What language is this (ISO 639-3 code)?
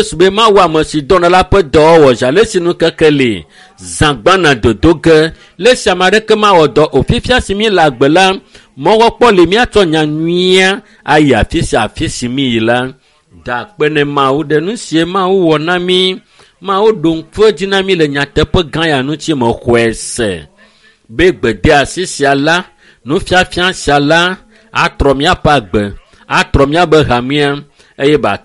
ewe